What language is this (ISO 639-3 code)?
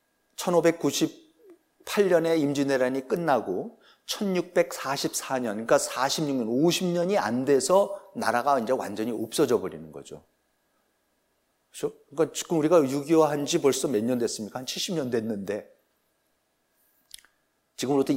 kor